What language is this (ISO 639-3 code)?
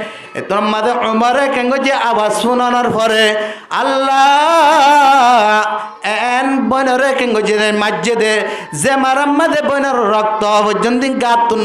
rhg